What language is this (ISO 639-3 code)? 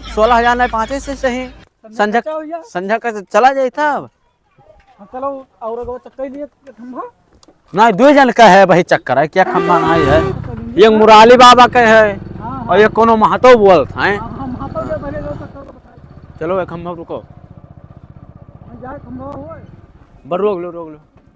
awa